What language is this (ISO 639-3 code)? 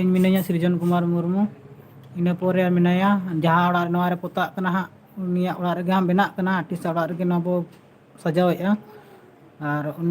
sat